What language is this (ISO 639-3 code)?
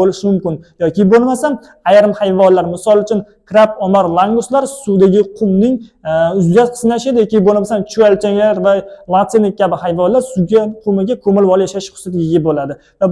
uzb